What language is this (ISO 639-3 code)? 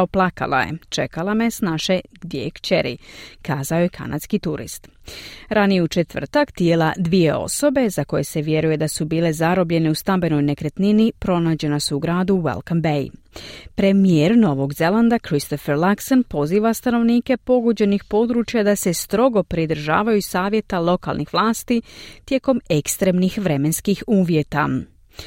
hrv